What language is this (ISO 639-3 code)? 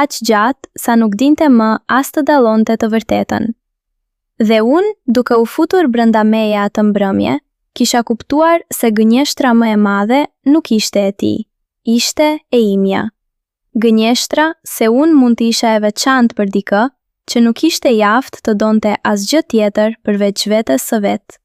sqi